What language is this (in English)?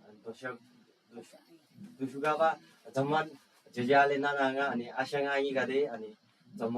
Eastern Tamang